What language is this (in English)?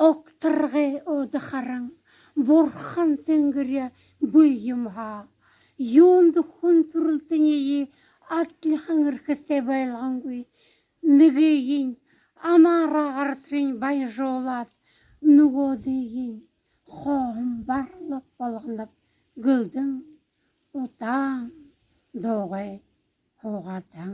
Buriat